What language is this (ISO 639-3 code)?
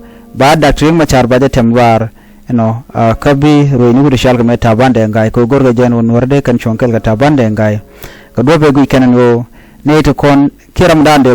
nus